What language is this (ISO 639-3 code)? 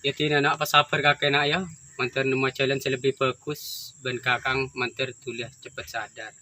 mad